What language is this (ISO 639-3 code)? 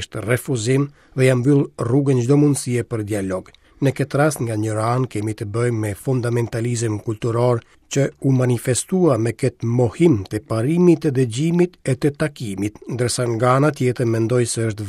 sqi